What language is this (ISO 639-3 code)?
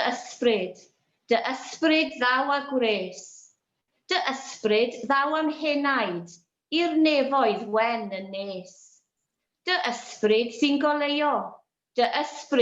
cym